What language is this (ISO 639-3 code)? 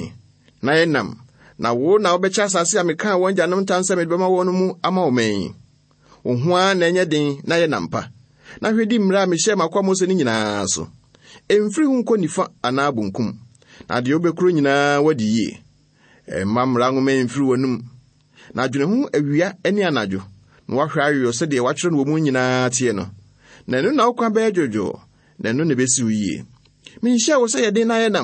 aka